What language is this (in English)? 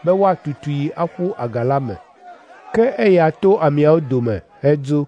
Ewe